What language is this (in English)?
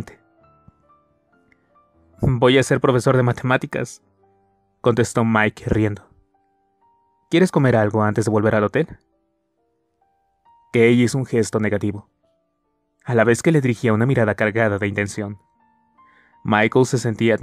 Spanish